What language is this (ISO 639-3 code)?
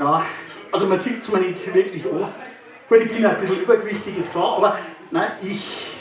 bar